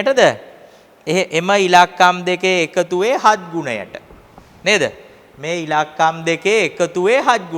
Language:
Sinhala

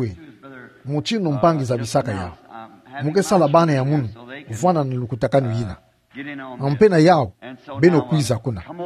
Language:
Kituba (Democratic Republic of Congo)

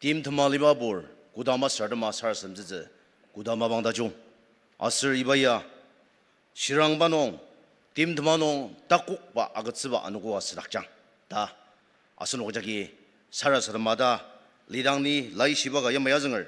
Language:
Ao Naga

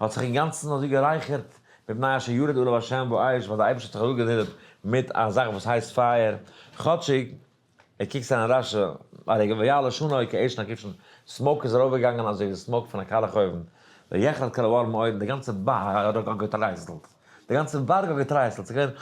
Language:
Yiddish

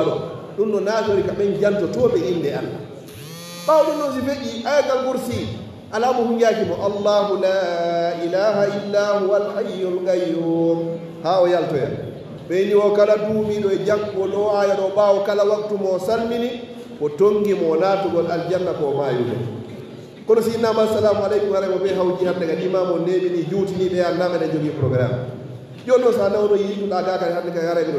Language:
Fula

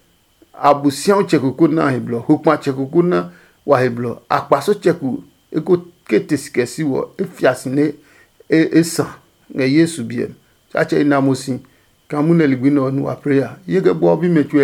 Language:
Adangme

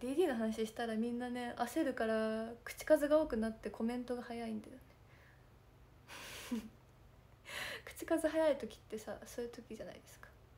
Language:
Japanese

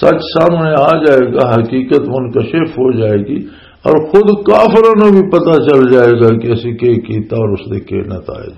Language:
Western Panjabi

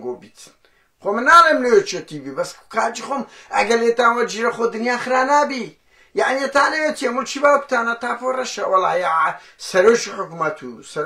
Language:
Central Kurdish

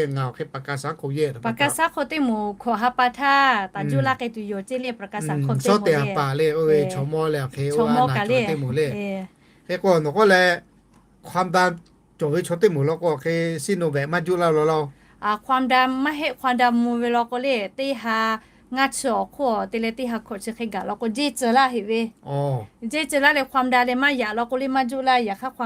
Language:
Lahu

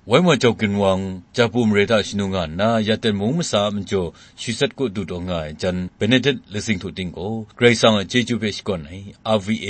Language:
Kachin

